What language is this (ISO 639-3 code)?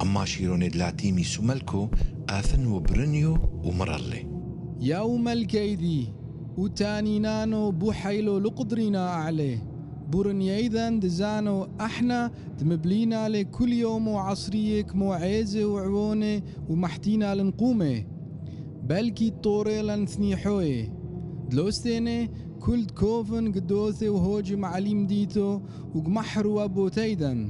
tru